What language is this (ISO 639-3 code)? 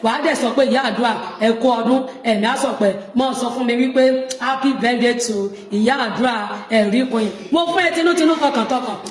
yor